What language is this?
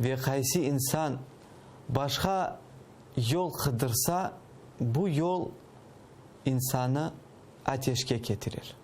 Crimean Tatar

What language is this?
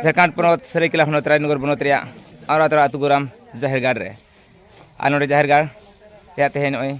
Santali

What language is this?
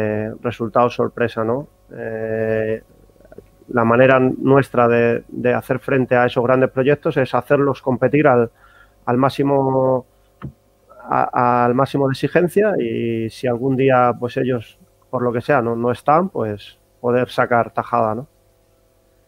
Spanish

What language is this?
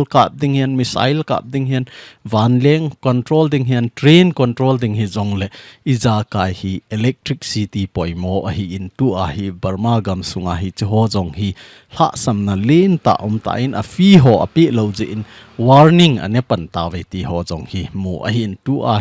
Thado Chin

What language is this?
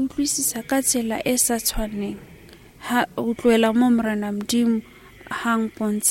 Southern Sotho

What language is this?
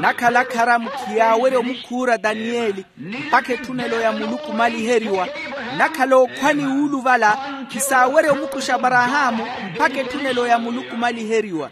Makhuwa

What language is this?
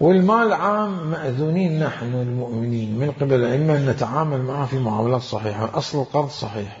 Mesopotamian Arabic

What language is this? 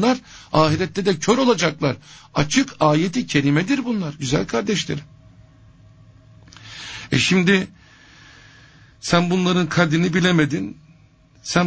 Turkish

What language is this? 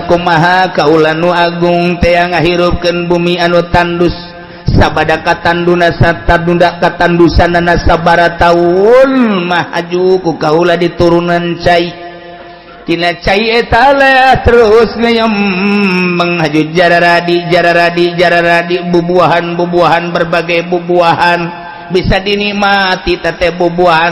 Sundanese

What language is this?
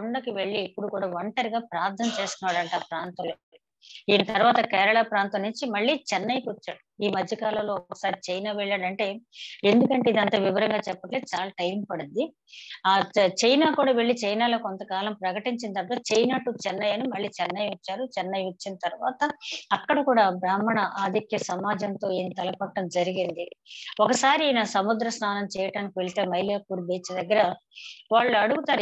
Telugu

